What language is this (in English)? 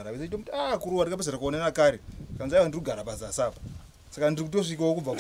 Shona